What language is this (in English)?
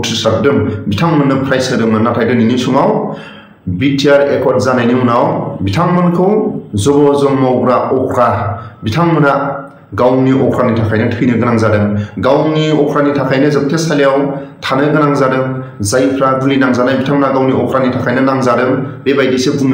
Bodo